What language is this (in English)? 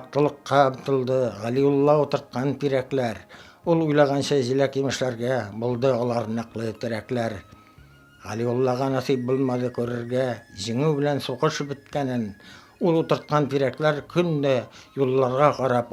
Bashkir